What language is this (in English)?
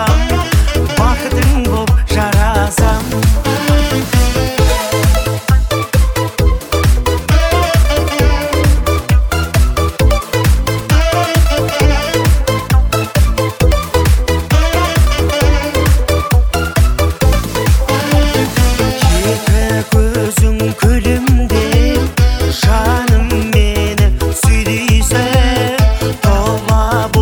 Kazakh